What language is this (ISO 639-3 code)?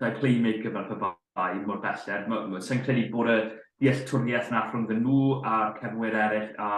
cym